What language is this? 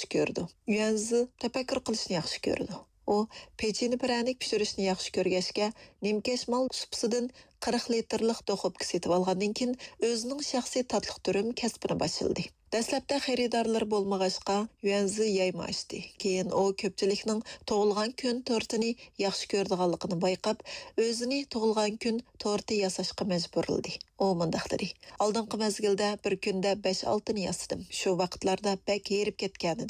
Uyghur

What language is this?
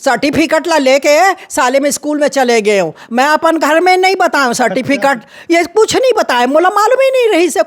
Chhattisgarhi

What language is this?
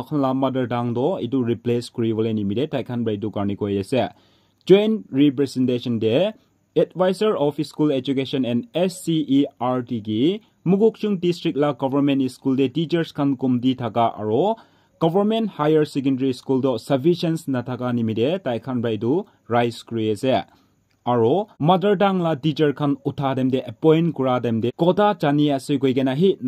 Naga Pidgin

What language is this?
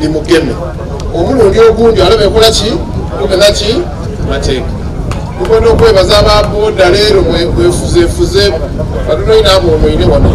Soga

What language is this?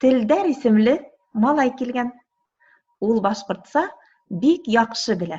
Bashkir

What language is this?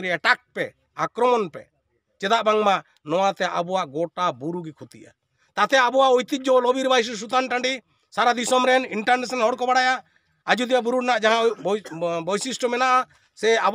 Santali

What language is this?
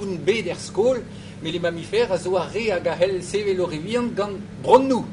Breton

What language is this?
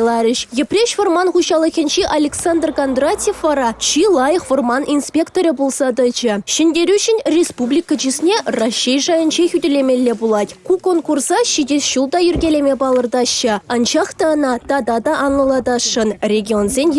Chuvash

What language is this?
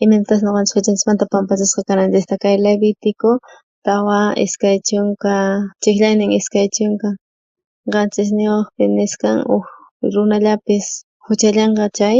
South Bolivian Quechua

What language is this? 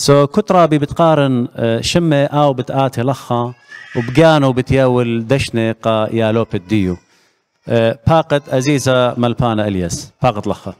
Assyrian Neo-Aramaic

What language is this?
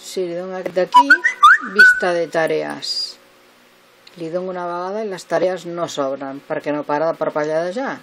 Catalan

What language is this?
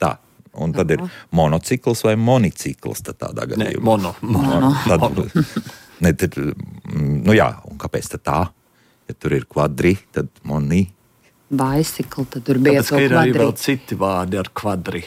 Latvian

